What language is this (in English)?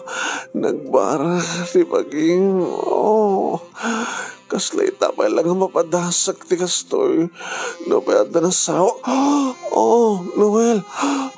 Iloko